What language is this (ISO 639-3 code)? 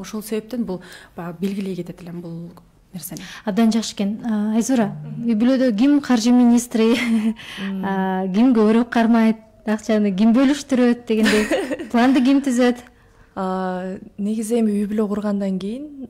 kir